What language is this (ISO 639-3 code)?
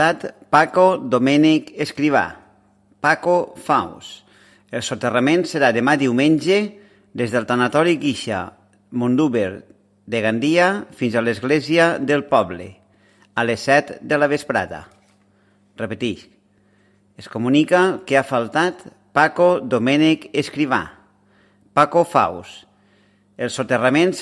cat